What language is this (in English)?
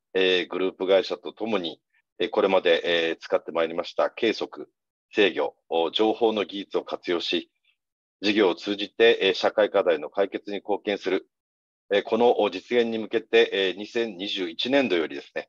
Japanese